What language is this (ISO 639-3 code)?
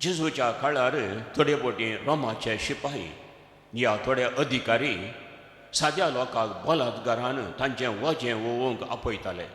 kok